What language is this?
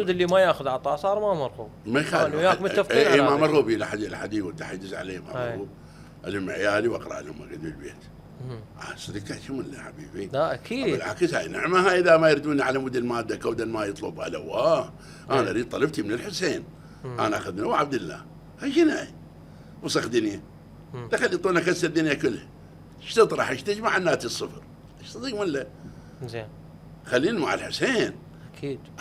Mesopotamian Arabic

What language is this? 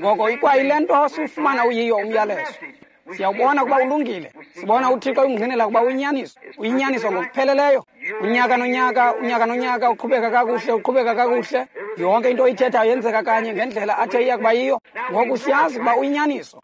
Xhosa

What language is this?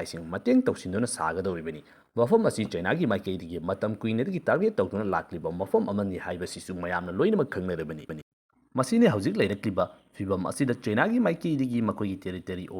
Manipuri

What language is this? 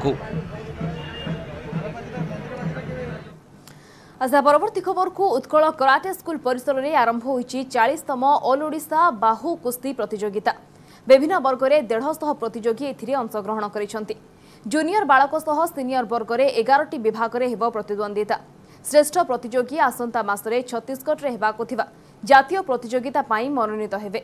Odia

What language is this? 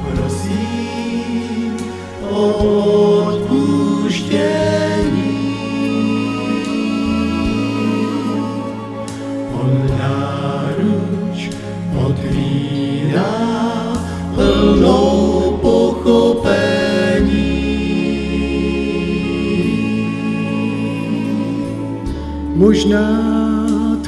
Czech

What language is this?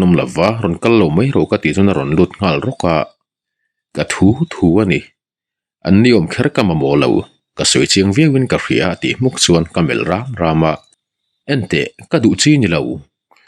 Mizo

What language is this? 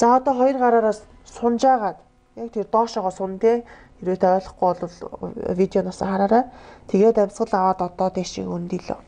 Mongolian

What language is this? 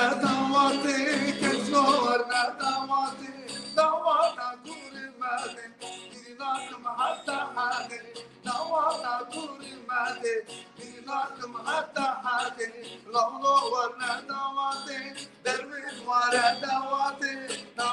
Kurdish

